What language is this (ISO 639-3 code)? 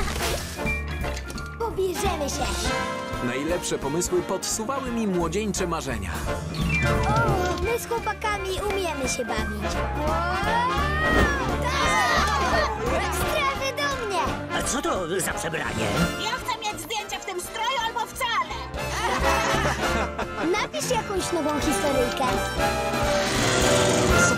pol